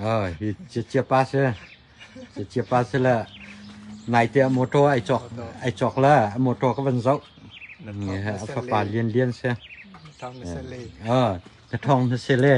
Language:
Mizo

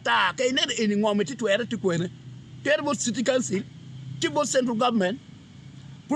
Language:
Acoli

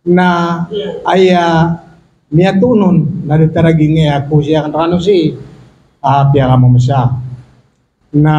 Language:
Maranao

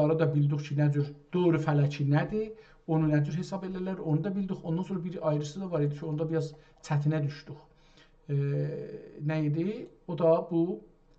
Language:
South Azerbaijani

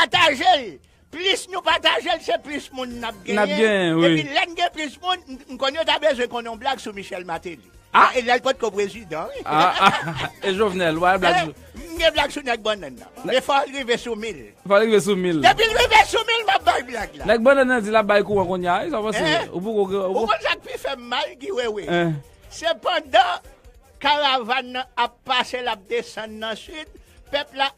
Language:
Haitian Creole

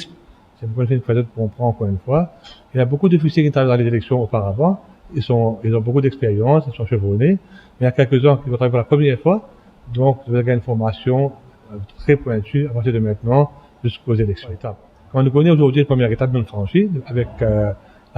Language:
Morisyen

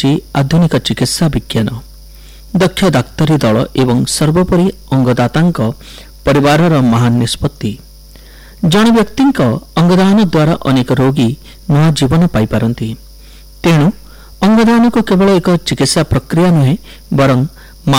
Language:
Odia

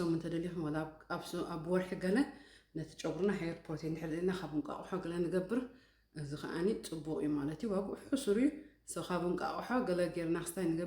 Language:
Tigrinya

